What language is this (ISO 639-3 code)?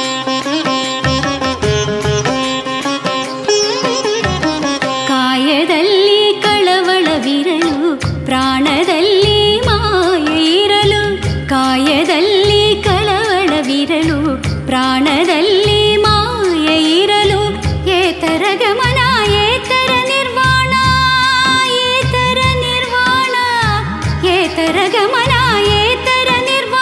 kan